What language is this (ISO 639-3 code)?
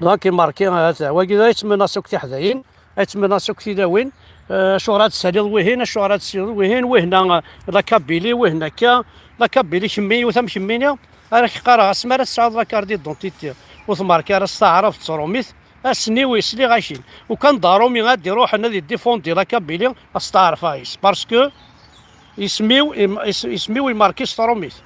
kab